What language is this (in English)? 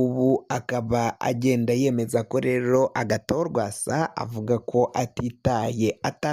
Rundi